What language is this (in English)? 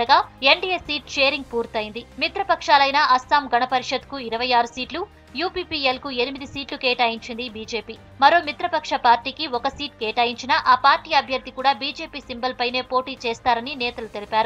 Telugu